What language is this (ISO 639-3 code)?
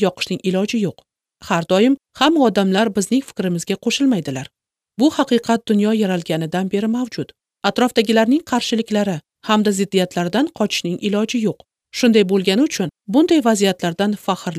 uzb